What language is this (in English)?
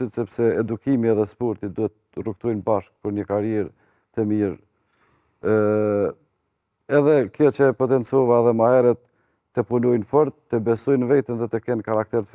Albanian